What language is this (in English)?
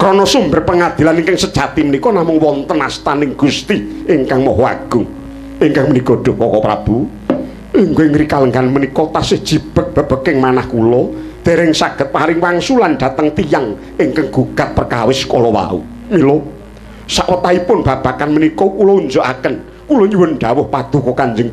Javanese